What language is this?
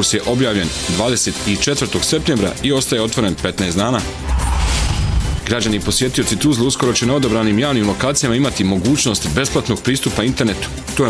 Bosnian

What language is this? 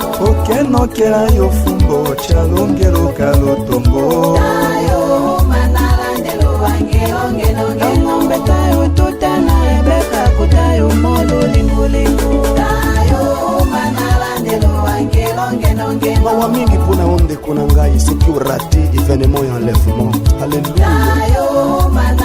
Tetela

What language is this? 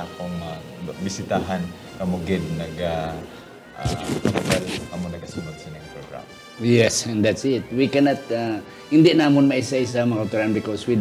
Hiligaynon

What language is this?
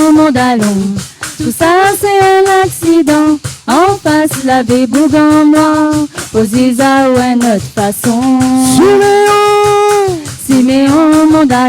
Réunion Creole French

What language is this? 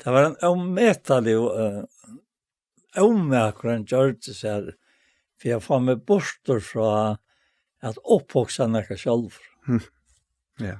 Faroese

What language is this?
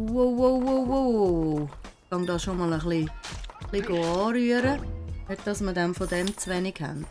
Swiss German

